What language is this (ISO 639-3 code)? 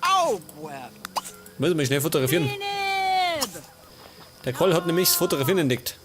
bar